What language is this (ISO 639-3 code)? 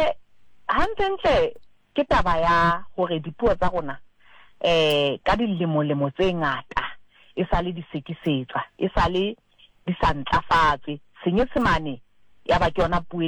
sot